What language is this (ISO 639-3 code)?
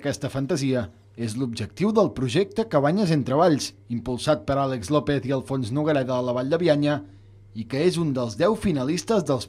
cat